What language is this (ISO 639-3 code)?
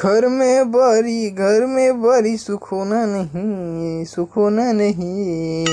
hne